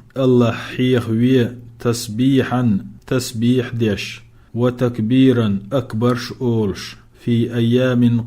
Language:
Chechen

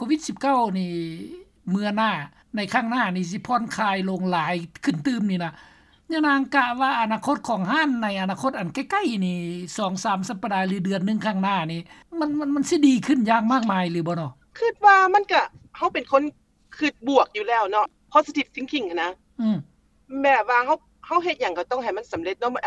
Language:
Lao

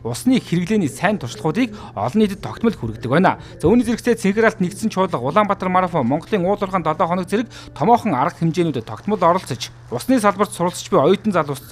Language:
Mongolian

